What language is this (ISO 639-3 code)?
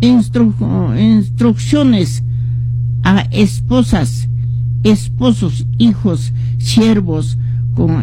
que